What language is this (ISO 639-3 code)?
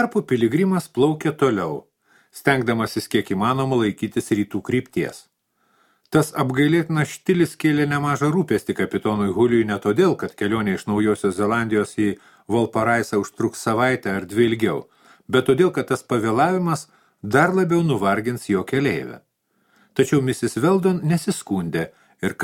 lit